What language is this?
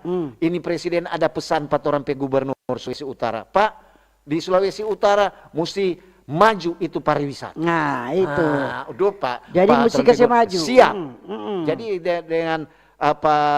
Manado Malay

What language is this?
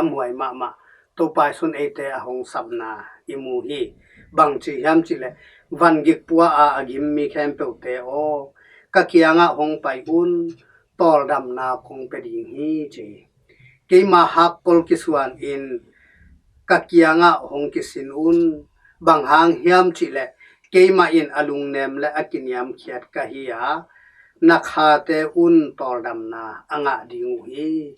Tedim Chin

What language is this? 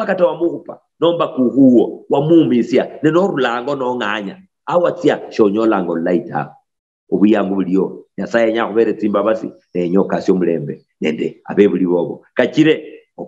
Luyia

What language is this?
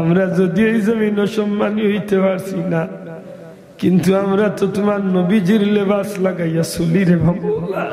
Sylheti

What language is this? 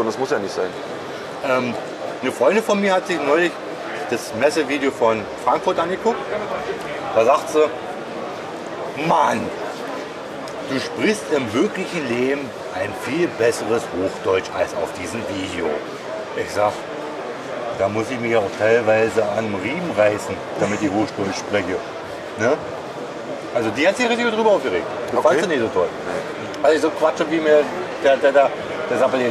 German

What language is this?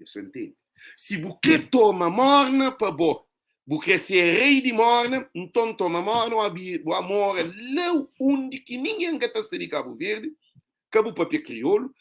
Kabuverdianu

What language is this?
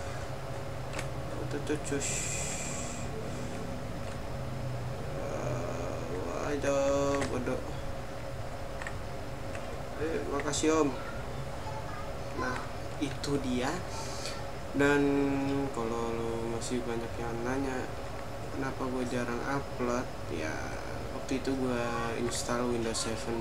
Indonesian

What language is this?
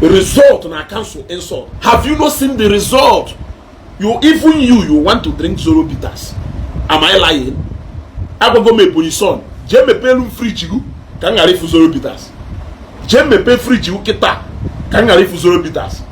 Igbo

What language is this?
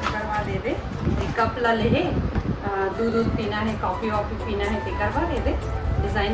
Chhattisgarhi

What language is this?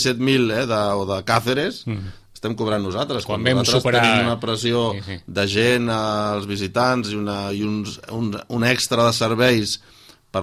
Catalan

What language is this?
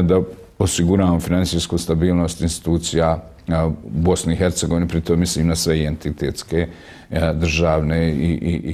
Bosnian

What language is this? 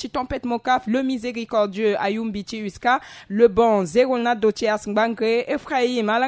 Sango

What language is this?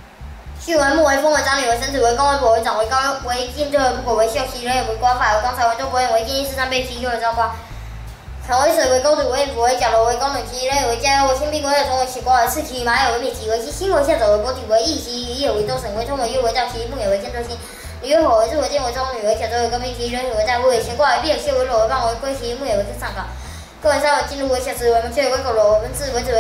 Literary Chinese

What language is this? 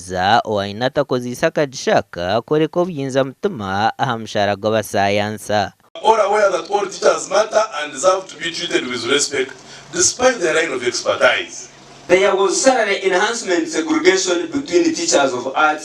Nyankole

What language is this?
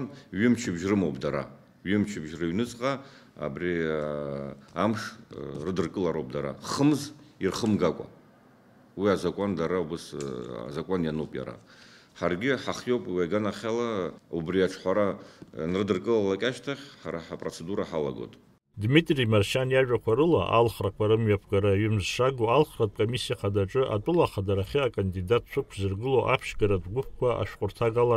Abkhazian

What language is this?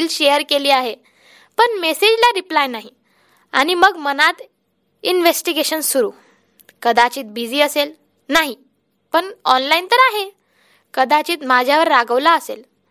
Marathi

